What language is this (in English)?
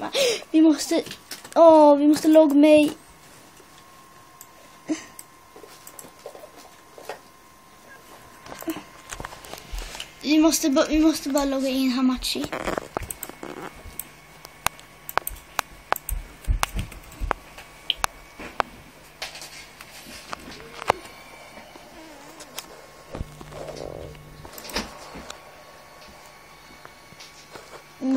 Swedish